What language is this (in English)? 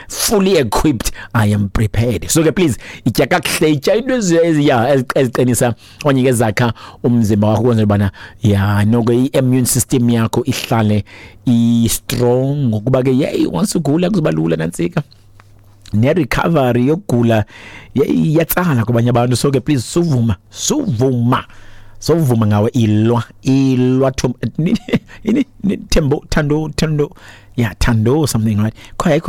Xhosa